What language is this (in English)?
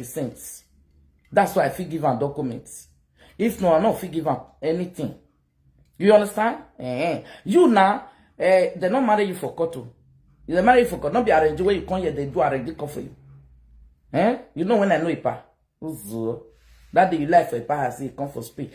Nigerian Pidgin